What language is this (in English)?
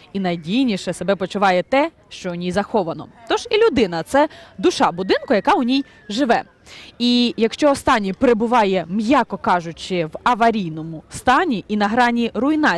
Ukrainian